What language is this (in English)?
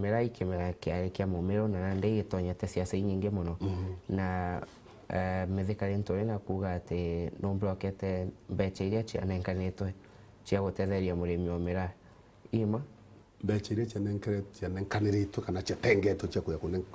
Meru